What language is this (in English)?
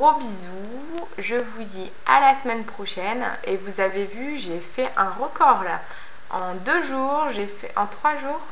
French